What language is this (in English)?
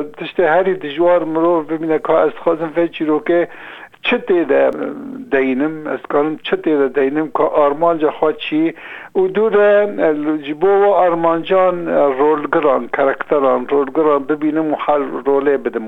Kurdish